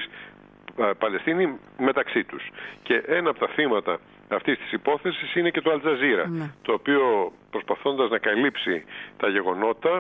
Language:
Greek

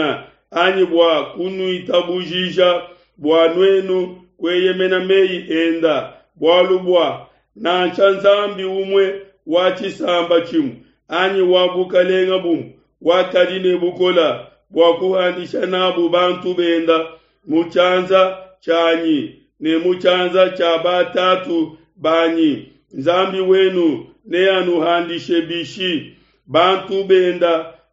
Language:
Luba-Lulua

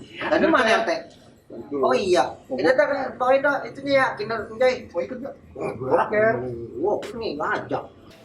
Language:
Betawi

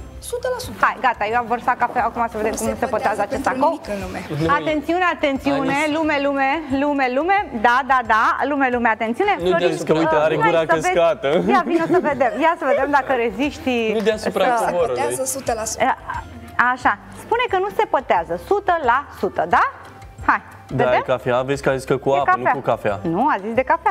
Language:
Romanian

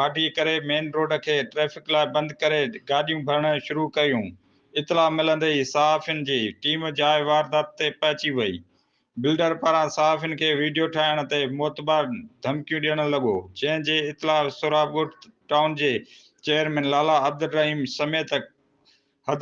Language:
Sindhi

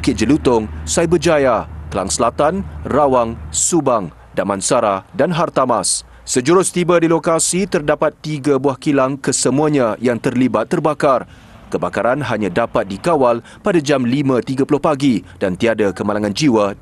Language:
Malay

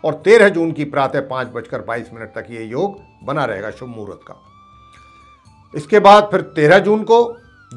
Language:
Hindi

